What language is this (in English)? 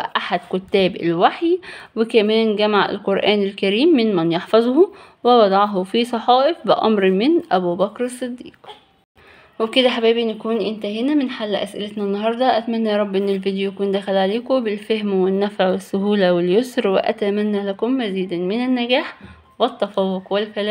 Egyptian Arabic